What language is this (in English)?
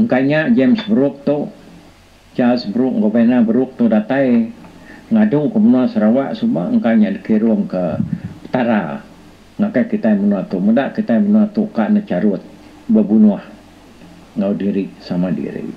Iban